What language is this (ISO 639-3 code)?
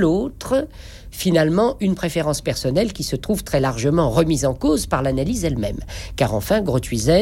fra